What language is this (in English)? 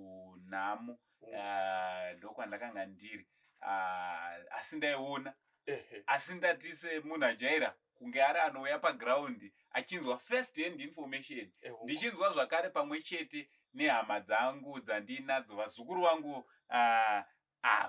Shona